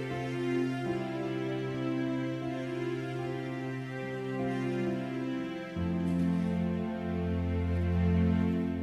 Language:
Batak Toba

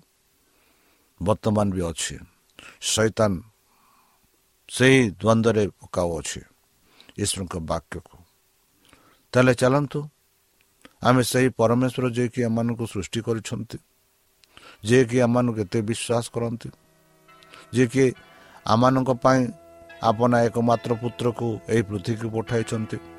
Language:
Odia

